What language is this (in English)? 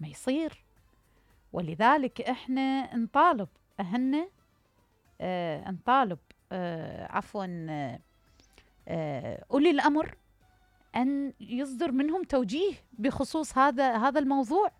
Mesopotamian Arabic